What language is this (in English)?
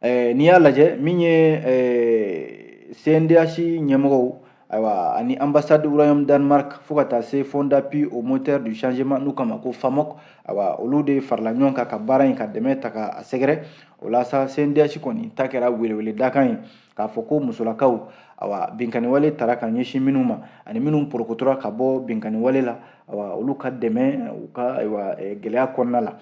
Bambara